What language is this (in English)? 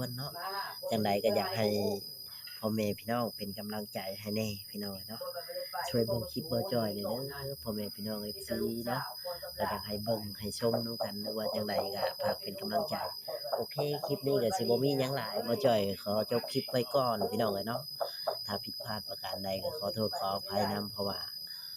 Northeastern Thai